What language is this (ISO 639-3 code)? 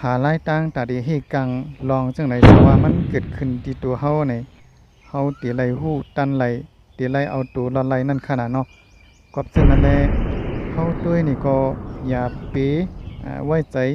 shn